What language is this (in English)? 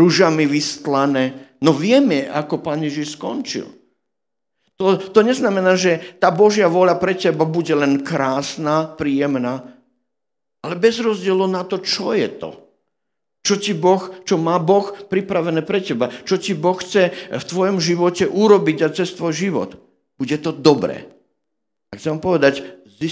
Slovak